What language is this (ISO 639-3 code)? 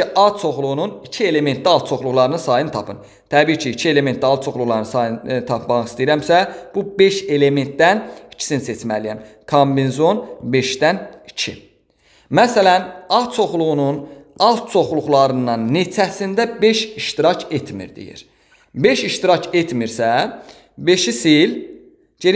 aze